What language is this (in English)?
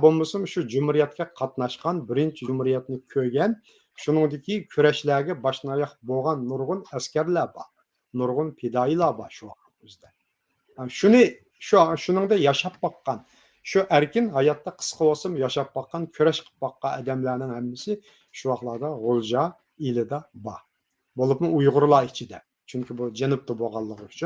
Uyghur